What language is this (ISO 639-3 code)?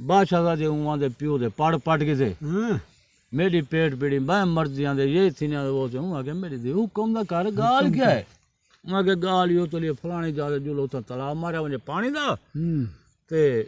skr